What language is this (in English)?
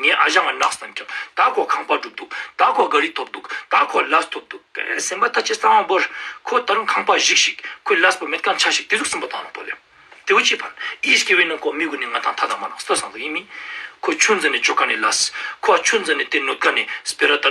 Ladakhi